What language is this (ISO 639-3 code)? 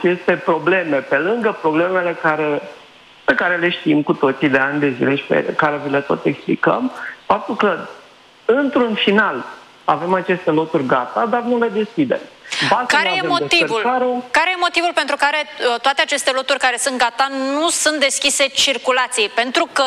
ron